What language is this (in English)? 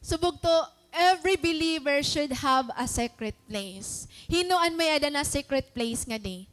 Waray